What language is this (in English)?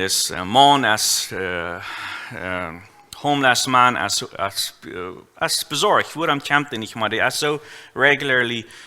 Plautdietsch